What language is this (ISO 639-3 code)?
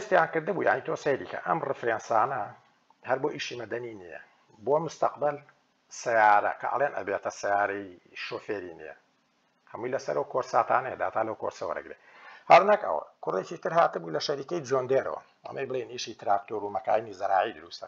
ckb